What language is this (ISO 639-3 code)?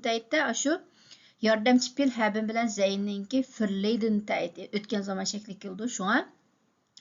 uig